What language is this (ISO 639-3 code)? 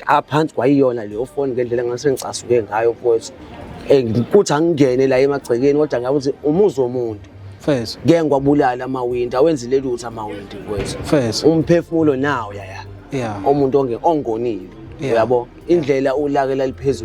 zul